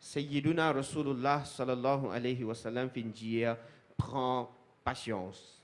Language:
Morisyen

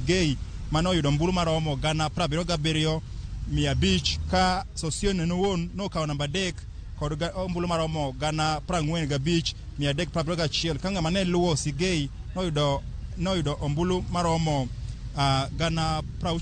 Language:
Luo (Kenya and Tanzania)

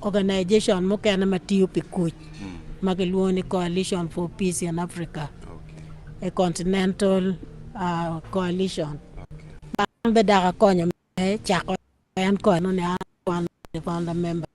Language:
Acoli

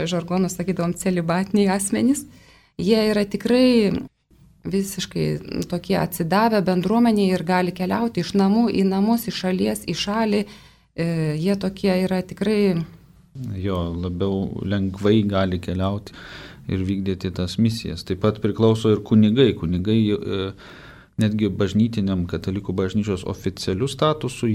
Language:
Lithuanian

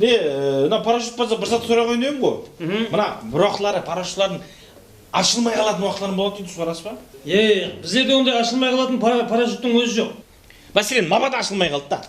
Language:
Kara-Kalpak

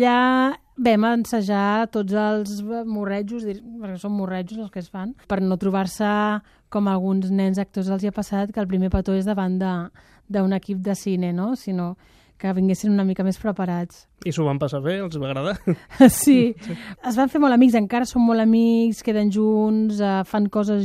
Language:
Catalan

